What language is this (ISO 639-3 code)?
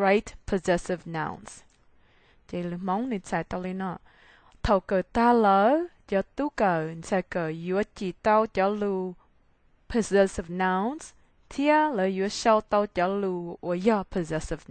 hmn